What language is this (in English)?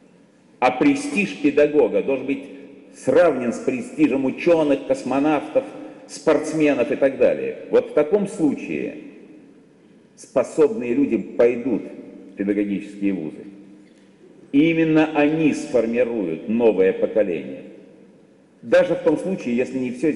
Russian